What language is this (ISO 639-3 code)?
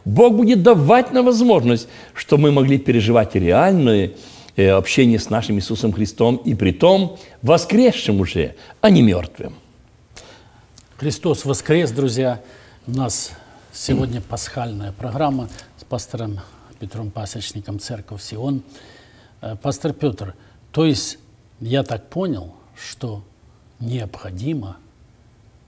rus